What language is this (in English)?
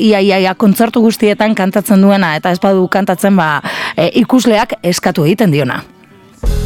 Basque